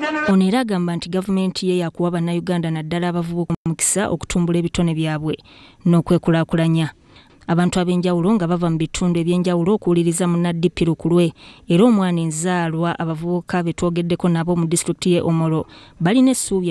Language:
Ganda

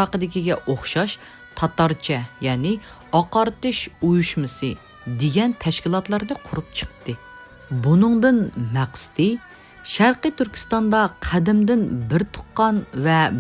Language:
Uyghur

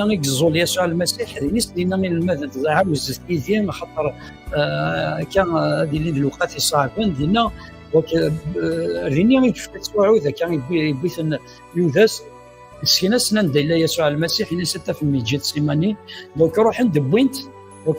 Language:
Kabyle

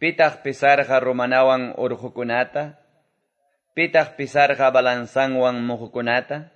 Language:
Quechua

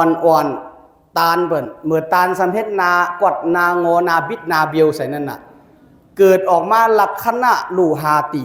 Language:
Shan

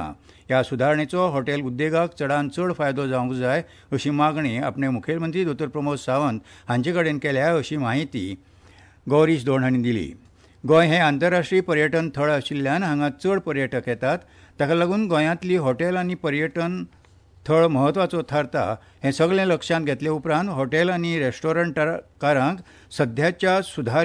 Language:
Konkani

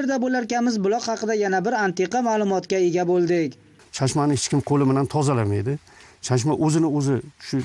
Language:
Uzbek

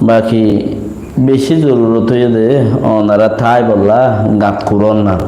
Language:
Rohingya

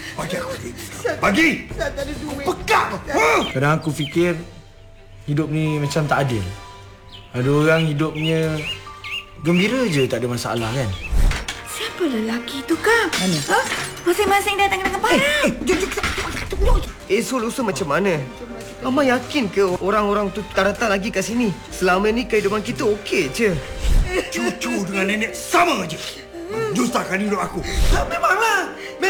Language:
Malay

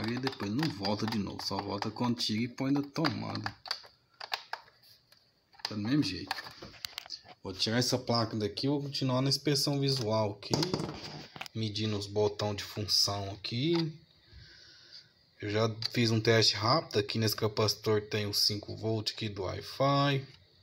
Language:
Portuguese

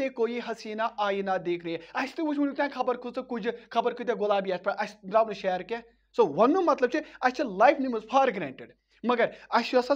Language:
Kashmiri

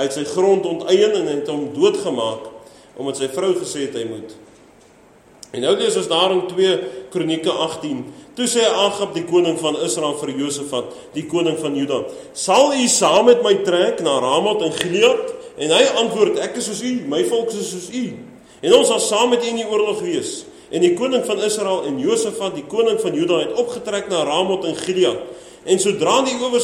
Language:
Afrikaans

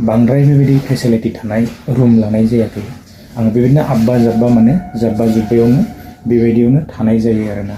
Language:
Bodo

